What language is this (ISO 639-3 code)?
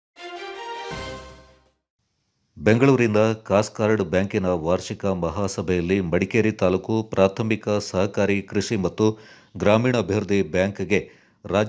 kan